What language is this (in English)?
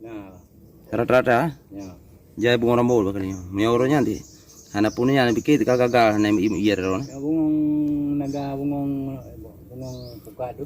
Achinese